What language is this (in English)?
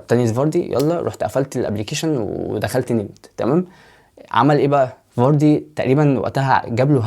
Egyptian Arabic